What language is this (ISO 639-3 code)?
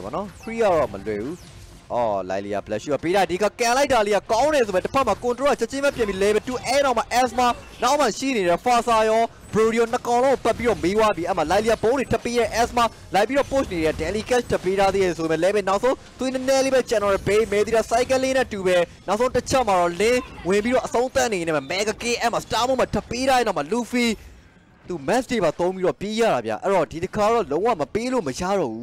mya